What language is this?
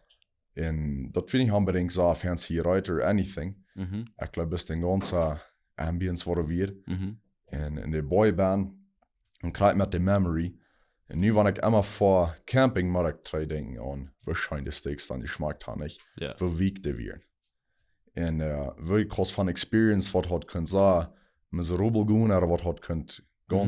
Plautdietsch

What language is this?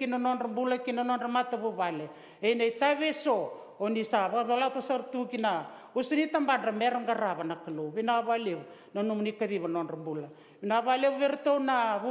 Fijian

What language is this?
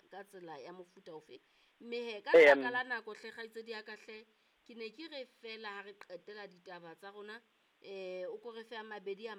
Southern Sotho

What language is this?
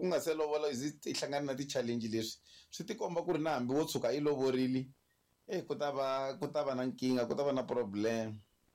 Tsonga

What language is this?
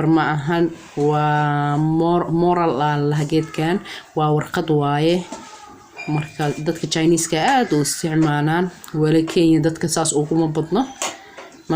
Somali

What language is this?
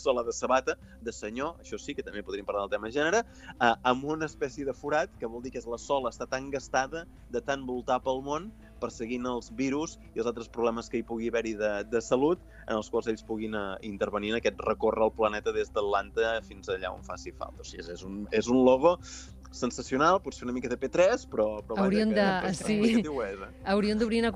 Catalan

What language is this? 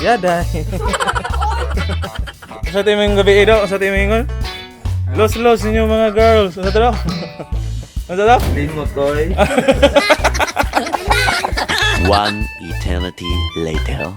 Cebuano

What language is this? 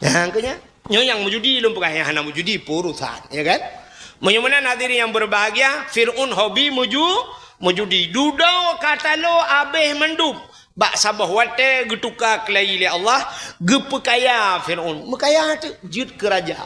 Achinese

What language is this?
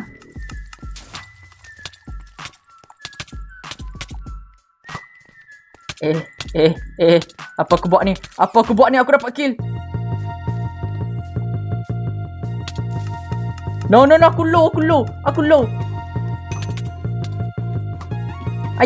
Malay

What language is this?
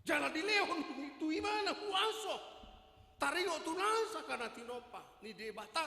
Batak Toba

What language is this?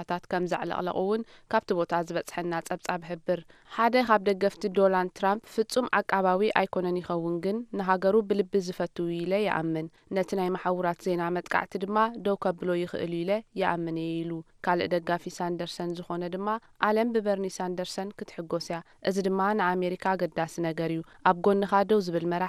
Tigrinya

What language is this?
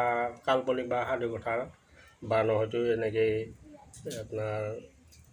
Assamese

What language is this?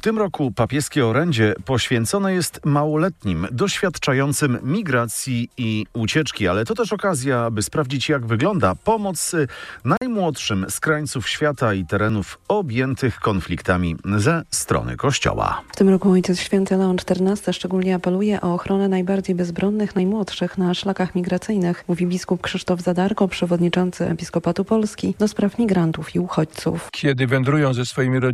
Polish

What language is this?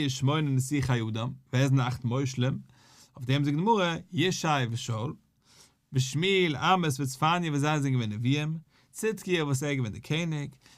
Yiddish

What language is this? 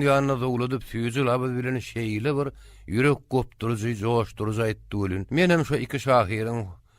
Turkmen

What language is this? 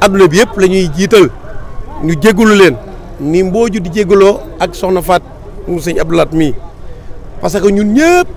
Wolof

